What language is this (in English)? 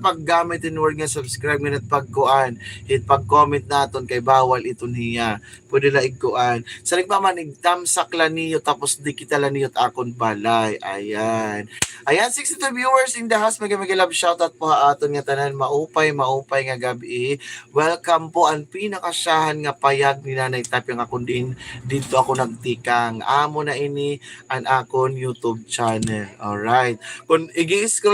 Waray